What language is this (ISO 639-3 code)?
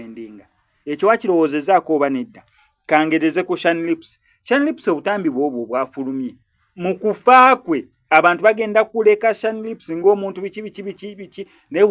lug